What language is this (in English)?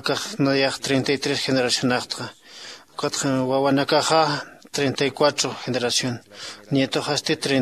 Aymara